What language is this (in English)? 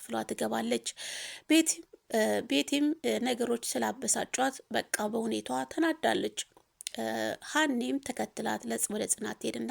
Amharic